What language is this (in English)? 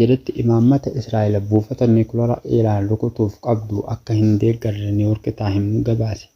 Oromo